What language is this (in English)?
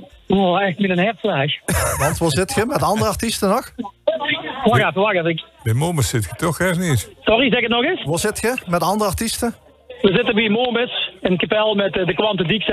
Limburgish